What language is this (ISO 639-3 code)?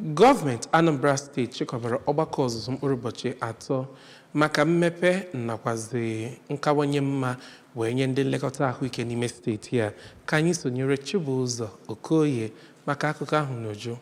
ibo